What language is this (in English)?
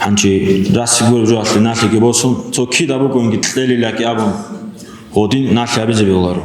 Avaric